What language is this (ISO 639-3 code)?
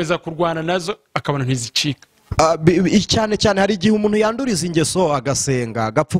kin